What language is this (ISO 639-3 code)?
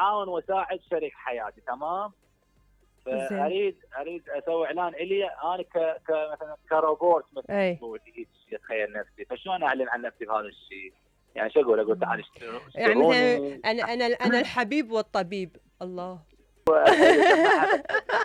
acm